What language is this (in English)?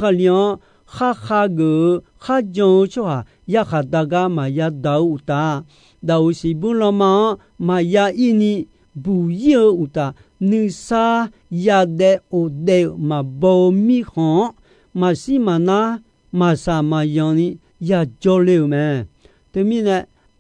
Akha